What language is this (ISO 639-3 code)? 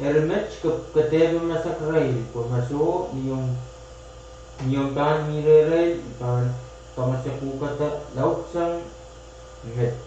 pon